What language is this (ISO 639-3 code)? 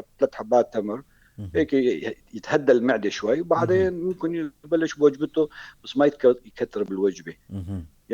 apc